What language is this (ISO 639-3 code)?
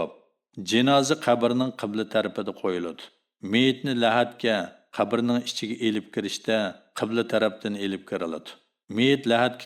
uig